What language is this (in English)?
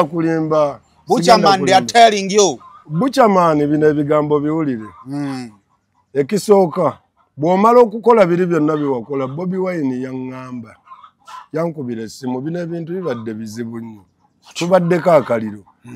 Ganda